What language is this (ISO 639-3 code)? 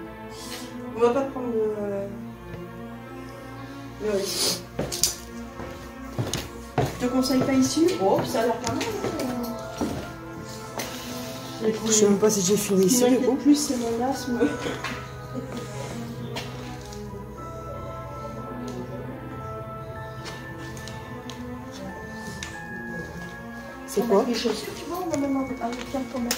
fra